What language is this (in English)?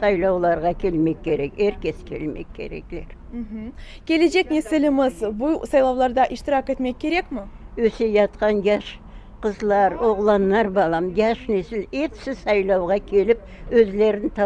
Crimean Tatar